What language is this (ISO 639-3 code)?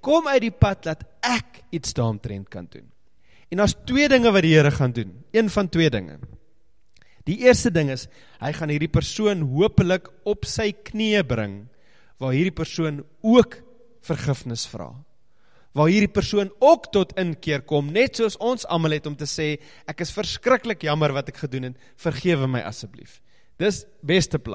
afr